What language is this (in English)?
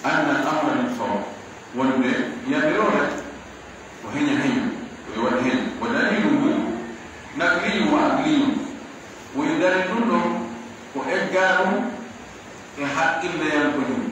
Pular